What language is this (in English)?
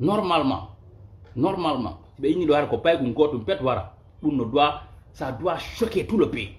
Fula